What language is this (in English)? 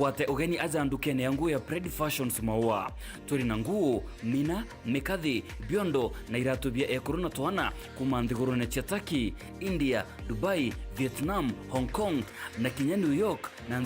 Meru